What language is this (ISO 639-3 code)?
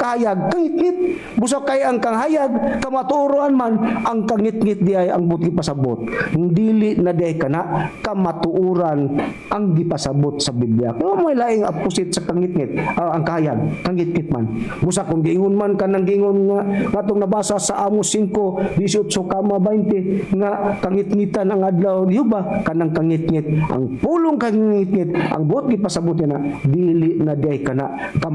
ceb